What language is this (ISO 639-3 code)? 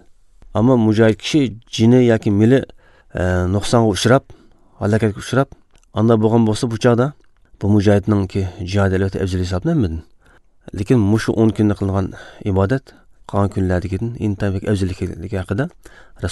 uig